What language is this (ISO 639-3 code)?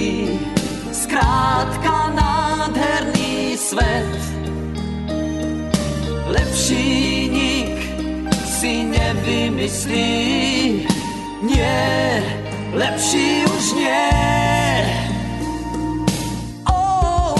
slk